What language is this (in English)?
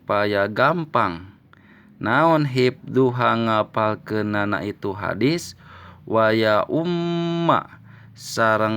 Sundanese